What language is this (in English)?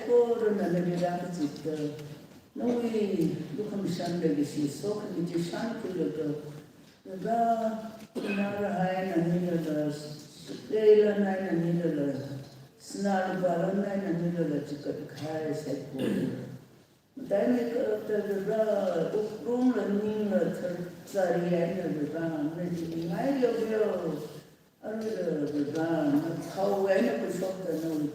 Tangkhul Naga (India)